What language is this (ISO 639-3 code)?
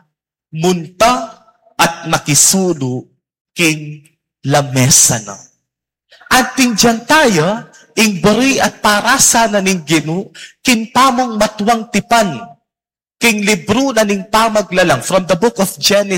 pam